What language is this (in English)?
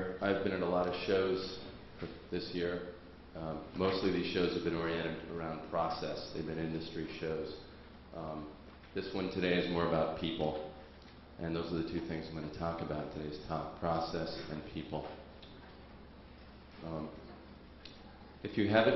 English